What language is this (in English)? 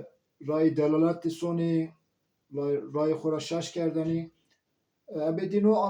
Zaza